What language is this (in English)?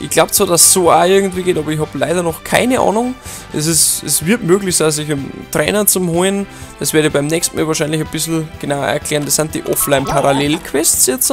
Bavarian